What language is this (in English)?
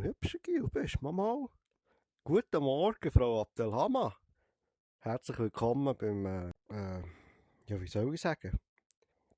Swiss German